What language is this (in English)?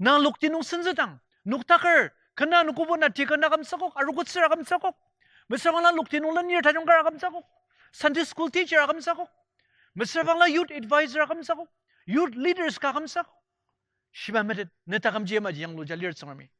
Ao Naga